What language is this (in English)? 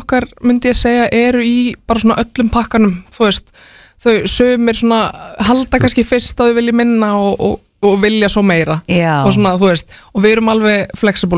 Icelandic